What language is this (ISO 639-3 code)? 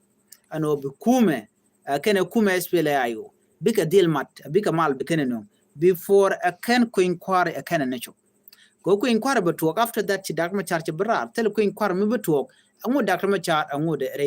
nus